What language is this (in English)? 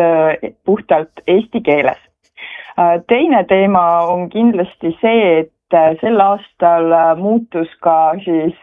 Estonian